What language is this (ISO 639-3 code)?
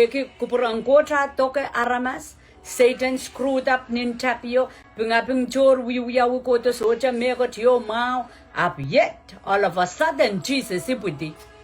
pon